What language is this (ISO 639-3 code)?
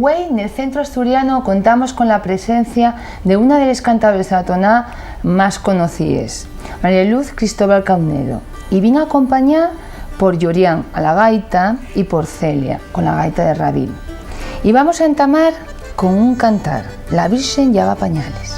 ast